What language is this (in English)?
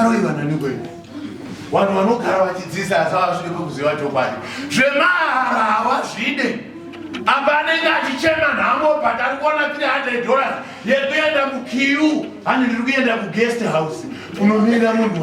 Shona